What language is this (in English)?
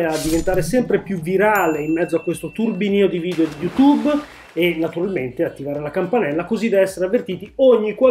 Italian